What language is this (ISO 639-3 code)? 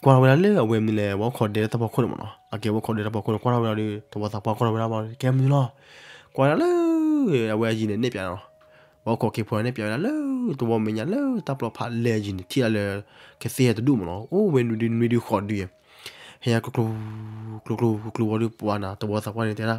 ksw